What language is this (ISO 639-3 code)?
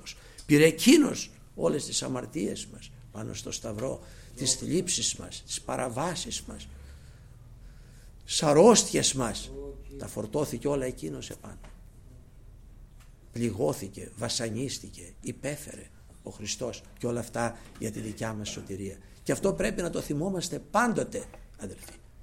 ell